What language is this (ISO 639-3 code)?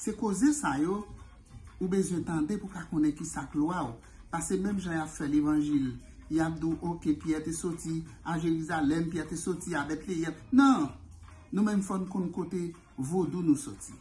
hat